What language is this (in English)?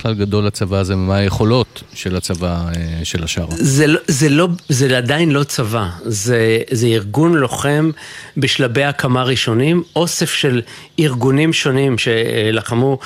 Hebrew